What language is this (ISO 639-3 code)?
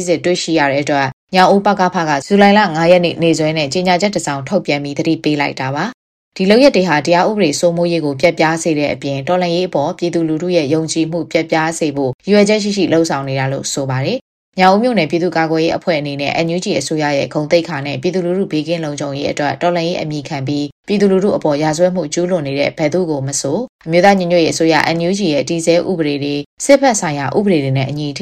mya